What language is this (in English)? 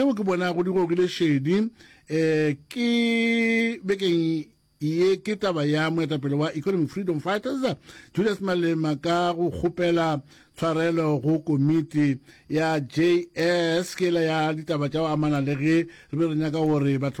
Northern Sotho